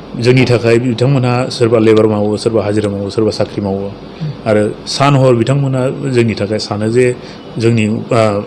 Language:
Bodo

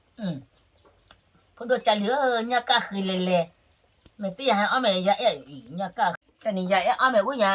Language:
S'gaw Karen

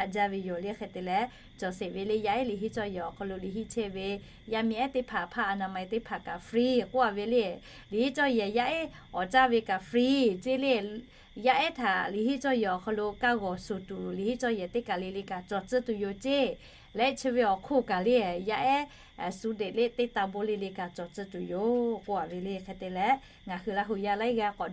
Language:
Lahu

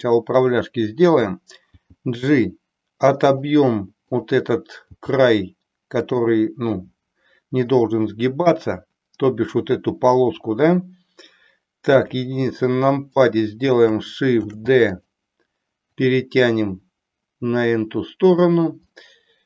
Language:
Russian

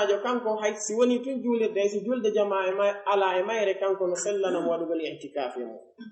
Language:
Pular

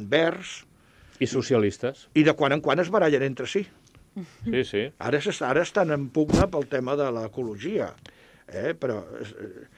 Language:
Catalan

